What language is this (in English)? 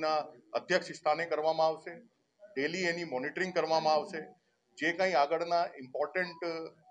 Gujarati